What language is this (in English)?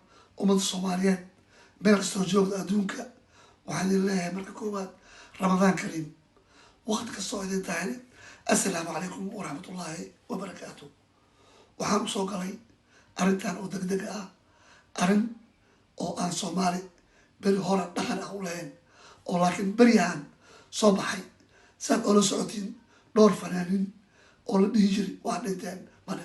Somali